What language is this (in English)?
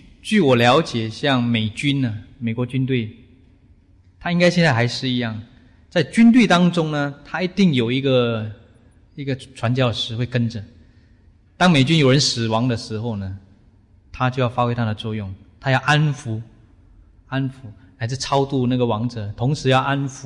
Chinese